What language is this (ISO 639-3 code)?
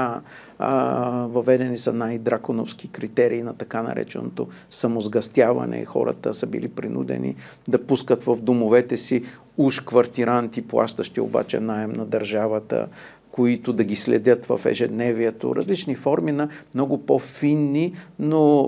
bul